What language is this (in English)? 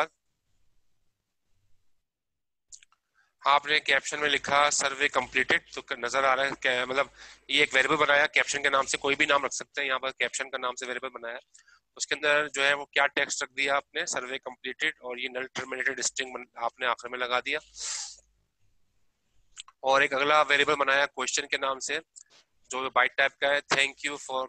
Hindi